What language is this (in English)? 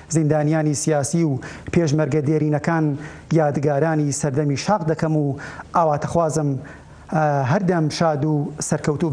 Central Kurdish